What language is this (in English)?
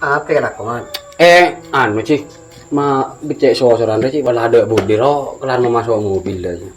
Madurese